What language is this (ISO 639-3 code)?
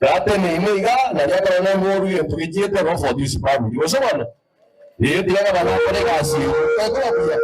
guz